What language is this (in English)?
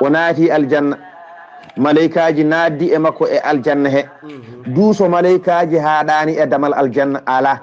Fula